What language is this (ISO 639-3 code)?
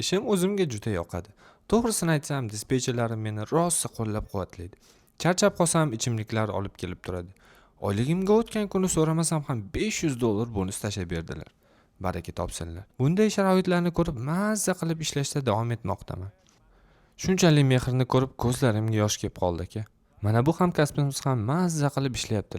uzb